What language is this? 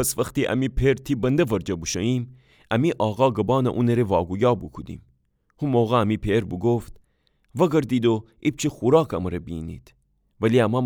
Gilaki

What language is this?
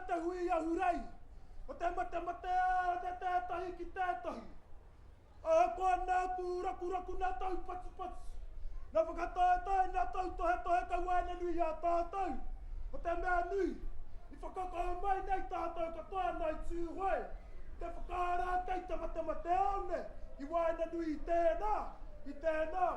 Māori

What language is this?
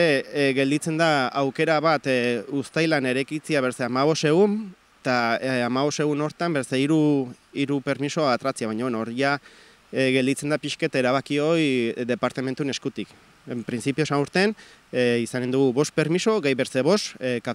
Basque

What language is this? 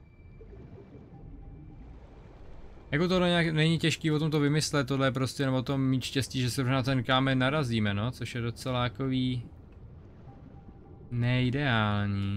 Czech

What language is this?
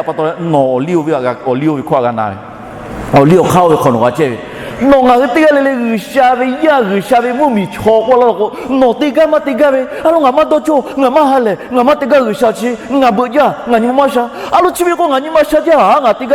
Lahu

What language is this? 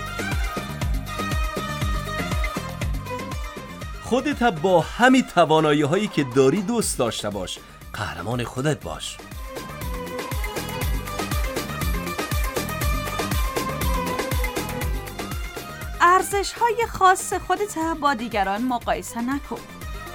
Persian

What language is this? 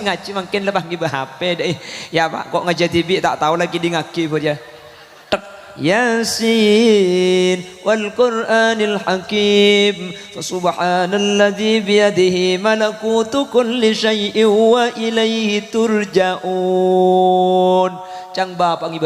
Madurese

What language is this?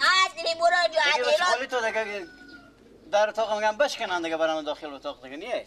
Persian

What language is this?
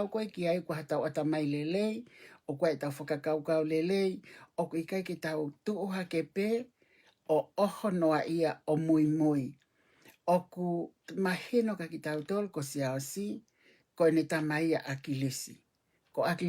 Tongan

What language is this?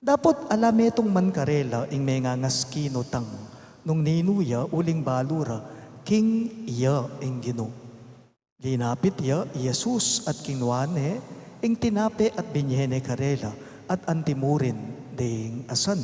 Pampanga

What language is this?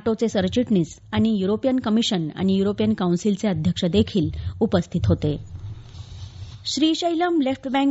Marathi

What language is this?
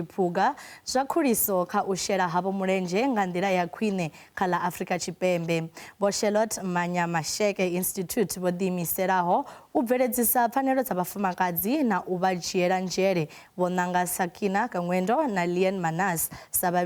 Venda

